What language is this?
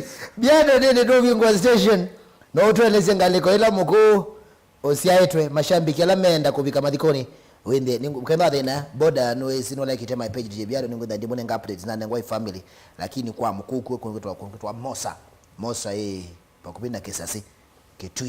Kamba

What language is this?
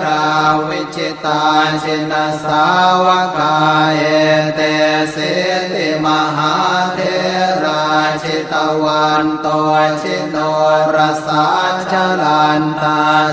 Pali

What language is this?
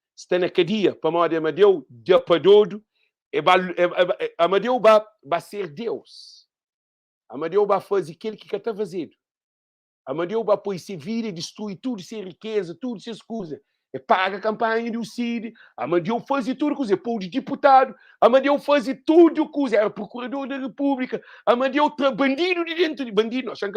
Kabuverdianu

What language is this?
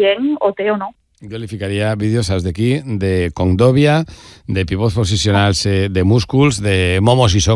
Catalan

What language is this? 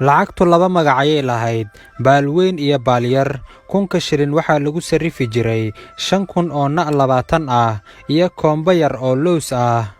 Somali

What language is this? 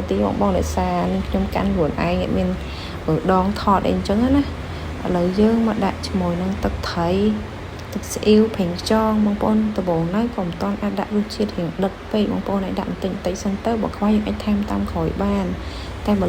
Khmer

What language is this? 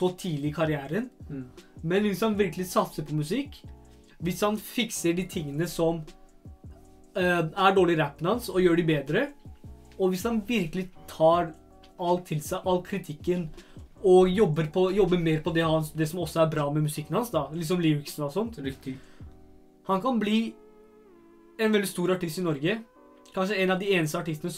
Norwegian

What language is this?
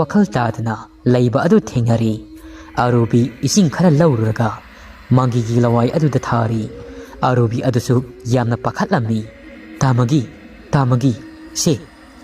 Manipuri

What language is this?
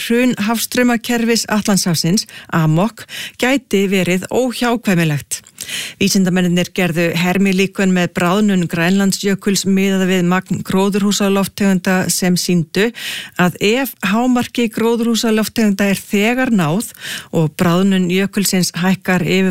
Icelandic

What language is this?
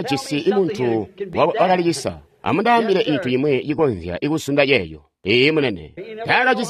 Tonga (Zambia)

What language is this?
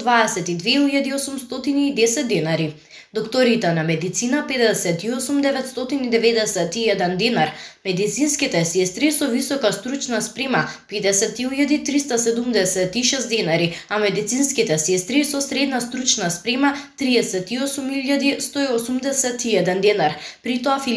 Macedonian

